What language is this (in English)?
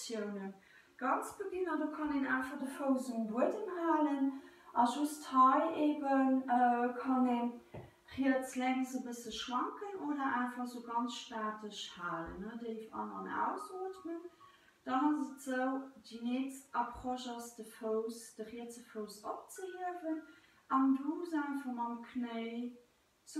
Luxembourgish